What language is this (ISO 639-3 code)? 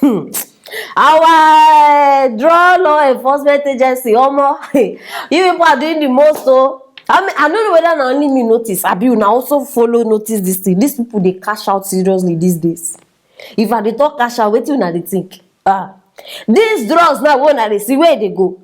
pcm